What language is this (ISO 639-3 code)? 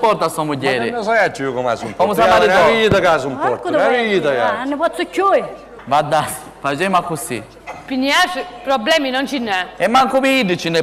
scn